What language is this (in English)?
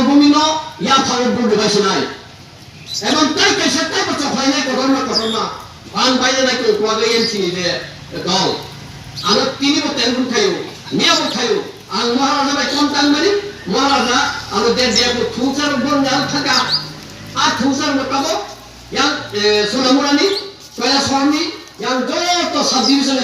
Kok Borok